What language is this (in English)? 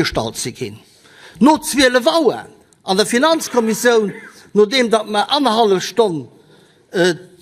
Luxembourgish